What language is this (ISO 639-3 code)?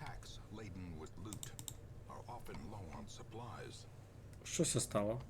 rue